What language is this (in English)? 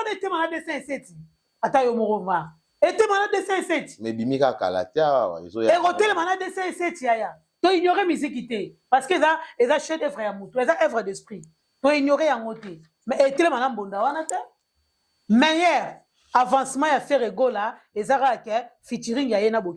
Lingala